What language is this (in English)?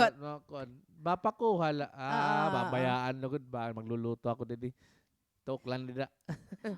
Waray